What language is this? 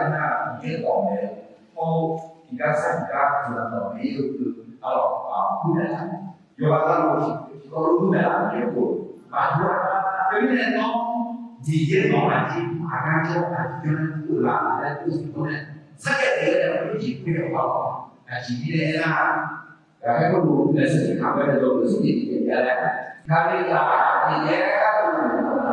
Akha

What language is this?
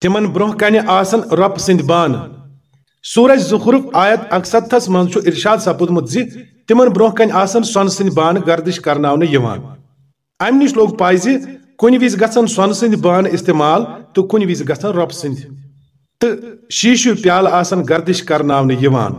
Kashmiri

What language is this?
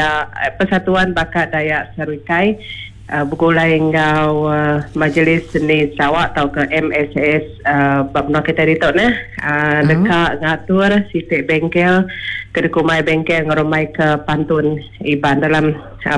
Iban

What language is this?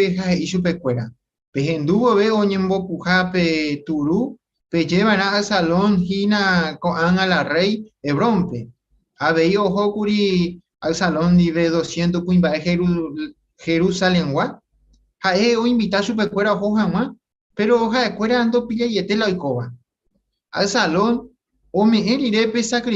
Guarani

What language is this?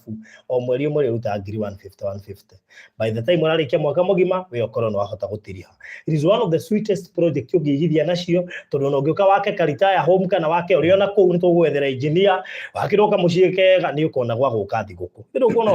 Kikuyu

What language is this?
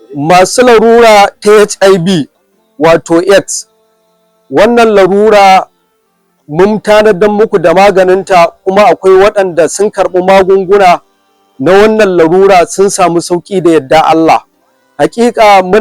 Hausa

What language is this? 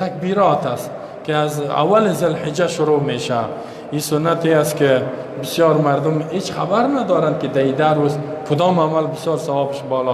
Persian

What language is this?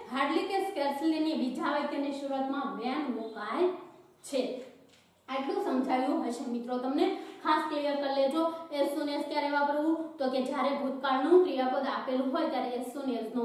Gujarati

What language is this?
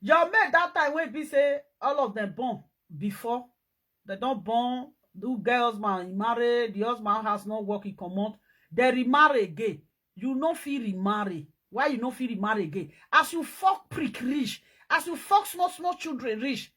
Nigerian Pidgin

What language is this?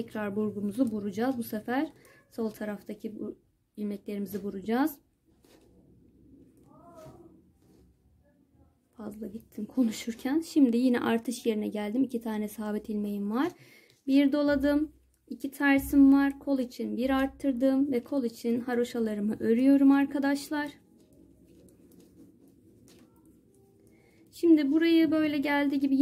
Turkish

